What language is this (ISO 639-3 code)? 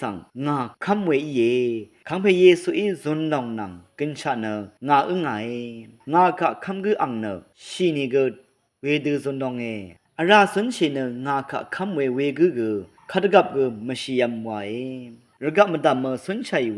raw